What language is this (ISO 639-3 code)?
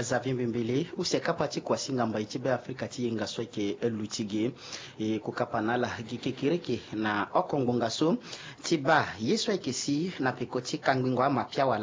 sag